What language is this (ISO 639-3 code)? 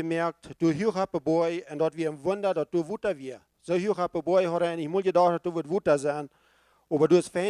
pdt